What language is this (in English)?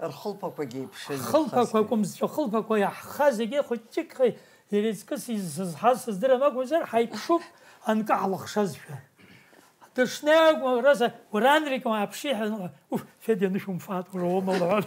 Abkhazian